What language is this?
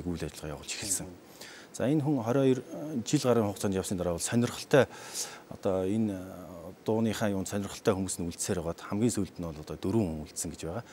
Mongolian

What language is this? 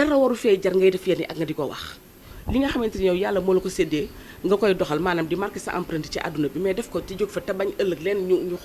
Wolof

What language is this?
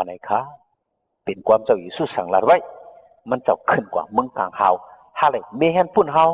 Shan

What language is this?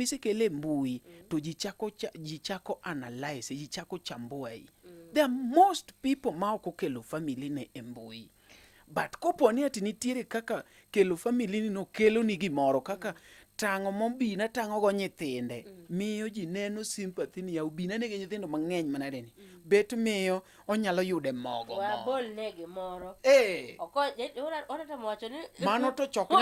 Luo (Kenya and Tanzania)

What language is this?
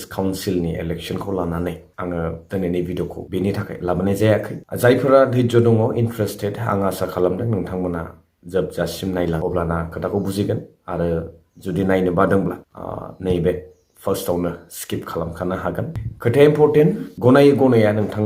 Bodo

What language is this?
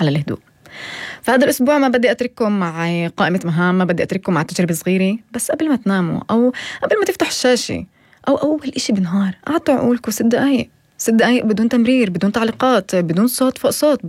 North Levantine Arabic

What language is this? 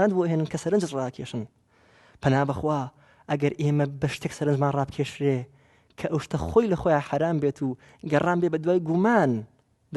Central Kurdish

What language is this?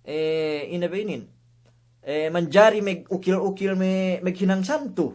Yakan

